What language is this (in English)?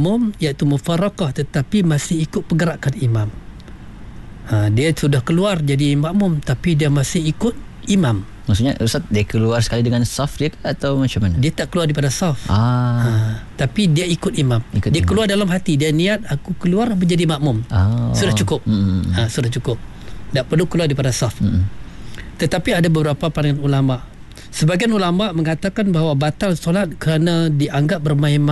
Malay